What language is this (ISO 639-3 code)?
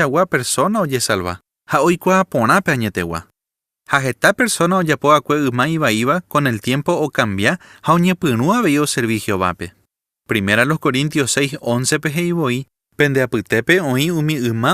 grn